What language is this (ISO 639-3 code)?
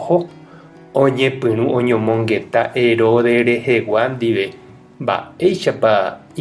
grn